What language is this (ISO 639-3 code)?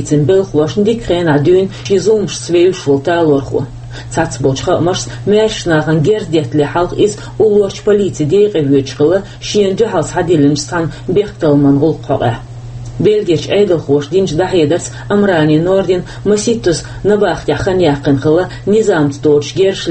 che